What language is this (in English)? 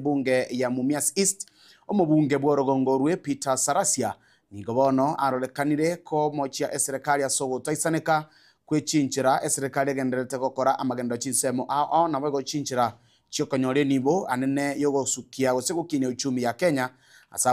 Gusii